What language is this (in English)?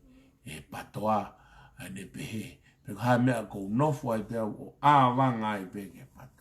Tongan